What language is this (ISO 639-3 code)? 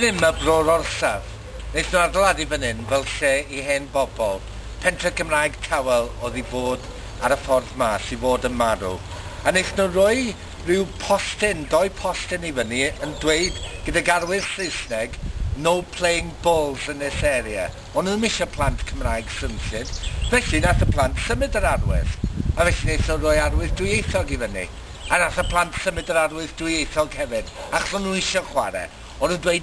cym